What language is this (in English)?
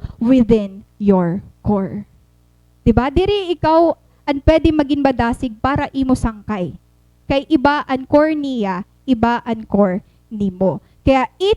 Waray